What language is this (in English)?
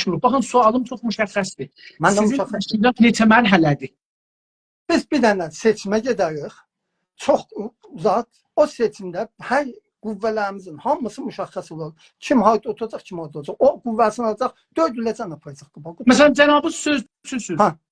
South Azerbaijani